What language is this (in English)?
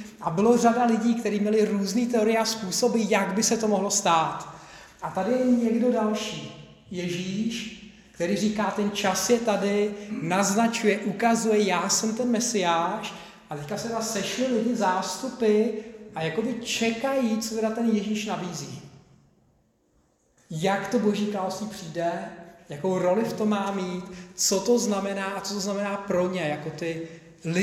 Czech